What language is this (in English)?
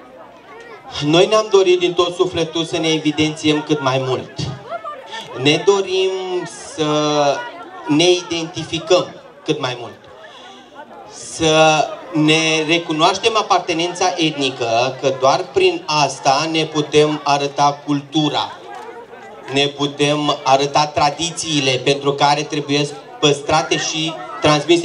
Romanian